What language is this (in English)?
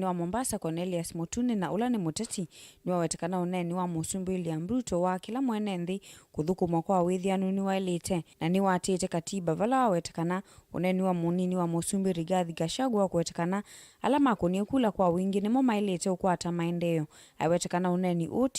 Kamba